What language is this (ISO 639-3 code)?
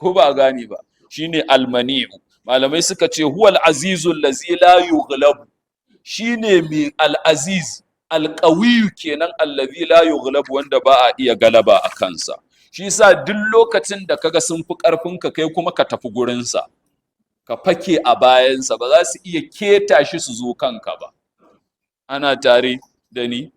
hau